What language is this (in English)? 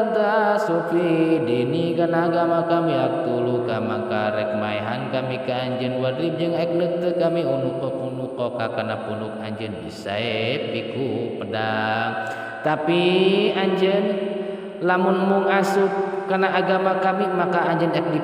Sundanese